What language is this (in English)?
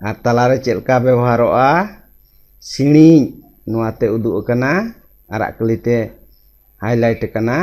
Santali